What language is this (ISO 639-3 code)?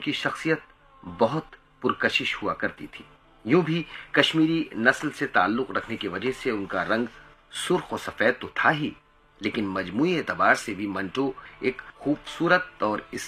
urd